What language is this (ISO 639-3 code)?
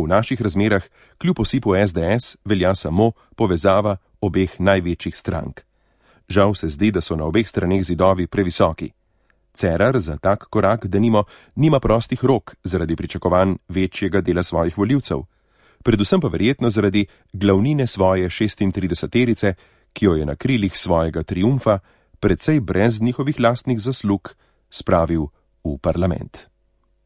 slv